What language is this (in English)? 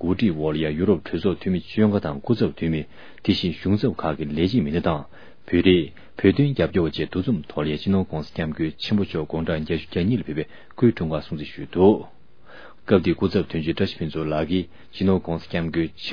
Tibetan